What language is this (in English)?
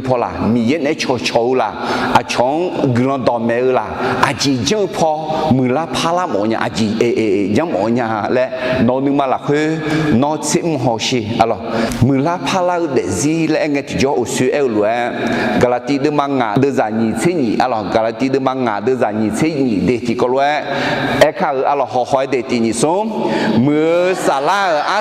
Akha